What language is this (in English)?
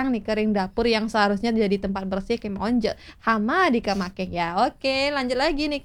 Balinese